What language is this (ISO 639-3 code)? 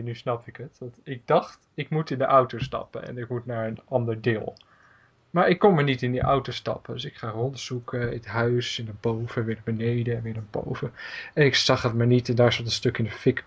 nld